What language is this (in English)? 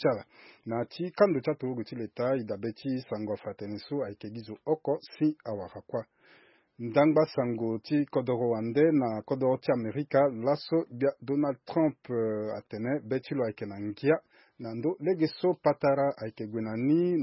Sango